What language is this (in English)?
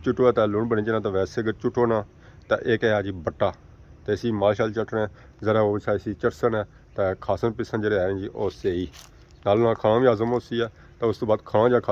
Pahari-Potwari